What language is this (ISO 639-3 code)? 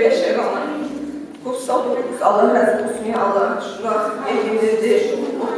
kum